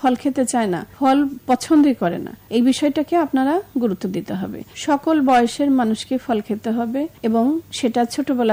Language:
Bangla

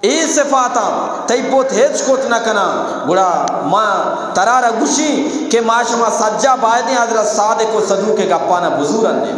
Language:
Eastern Balochi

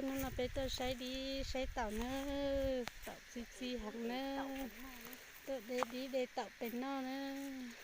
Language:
Hmong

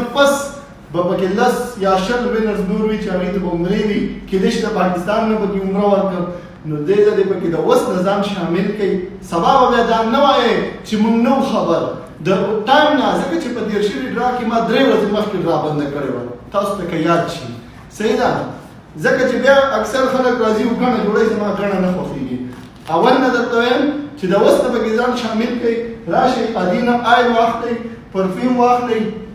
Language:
Pashto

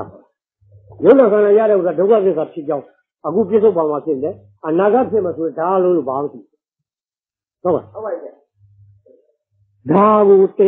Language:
Burmese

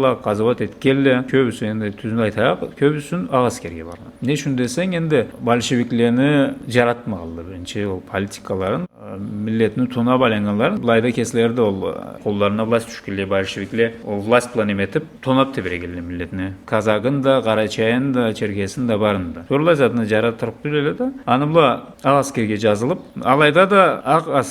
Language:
Karachay-Balkar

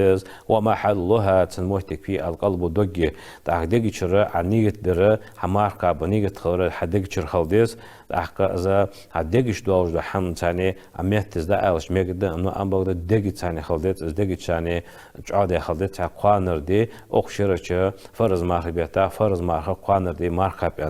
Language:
Ingush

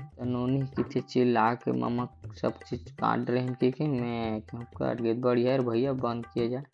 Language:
Chhattisgarhi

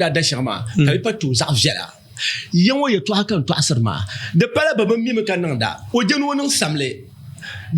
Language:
Dagbani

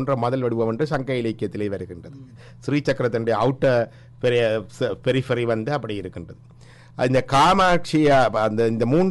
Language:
Tamil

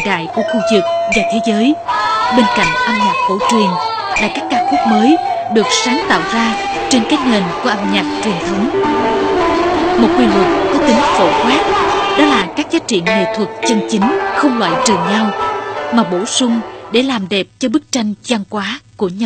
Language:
Vietnamese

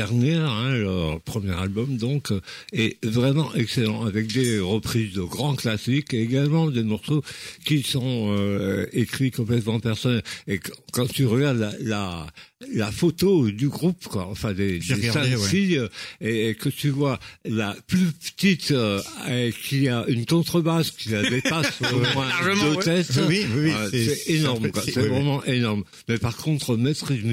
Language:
French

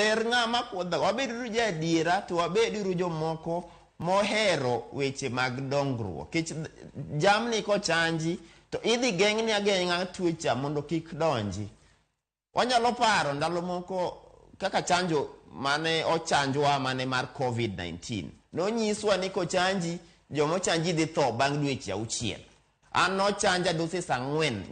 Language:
Luo (Kenya and Tanzania)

